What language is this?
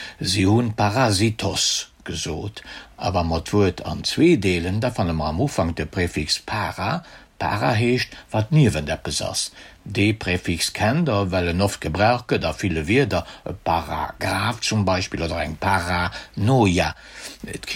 Luxembourgish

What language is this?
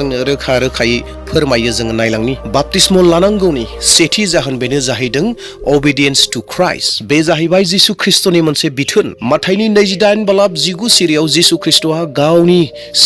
Bodo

